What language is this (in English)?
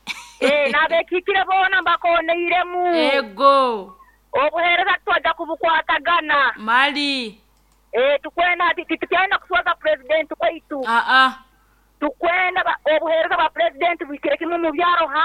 Nyoro